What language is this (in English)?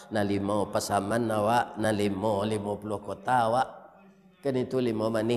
Minangkabau